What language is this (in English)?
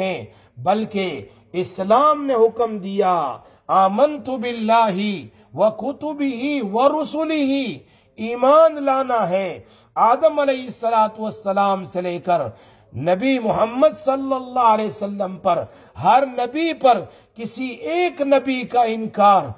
Urdu